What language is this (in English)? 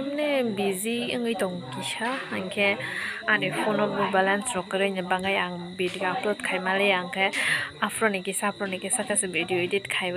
Kok Borok